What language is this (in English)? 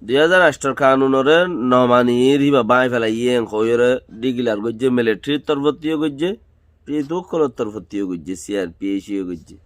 Rohingya